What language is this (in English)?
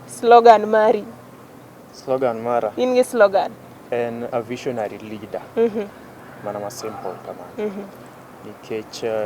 Luo (Kenya and Tanzania)